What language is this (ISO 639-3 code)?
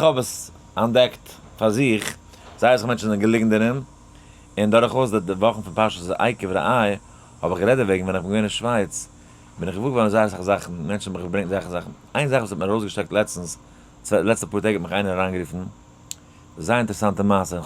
yid